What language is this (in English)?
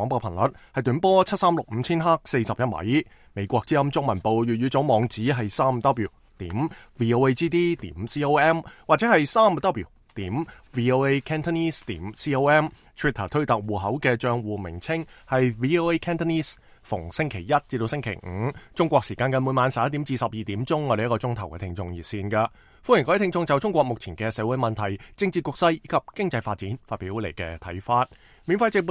Cantonese